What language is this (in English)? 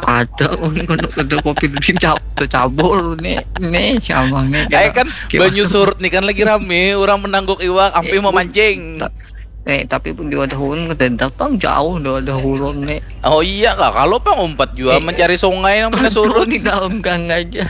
Banjar